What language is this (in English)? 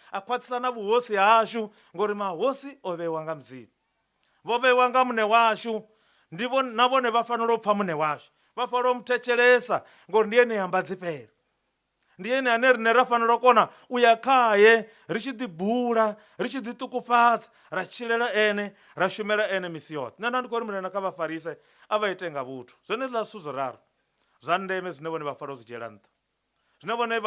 Venda